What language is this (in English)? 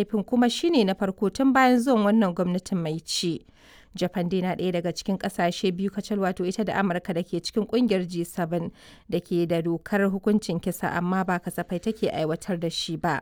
Hausa